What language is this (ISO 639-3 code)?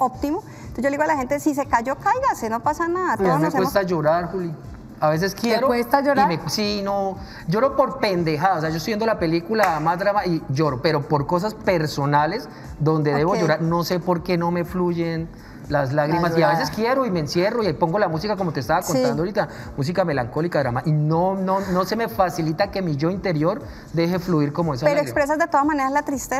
spa